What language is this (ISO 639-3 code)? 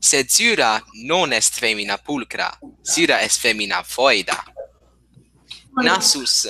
lat